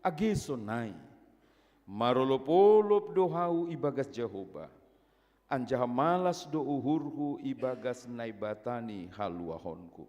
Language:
Batak Simalungun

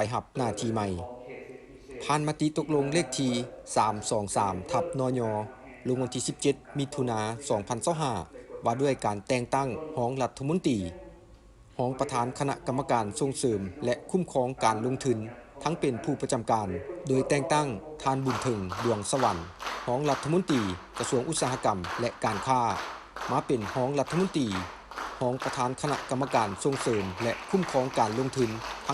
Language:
Lao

